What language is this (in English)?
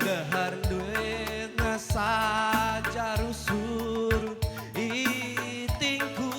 Batak Karo